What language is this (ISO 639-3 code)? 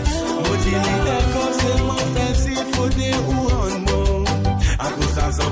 mfe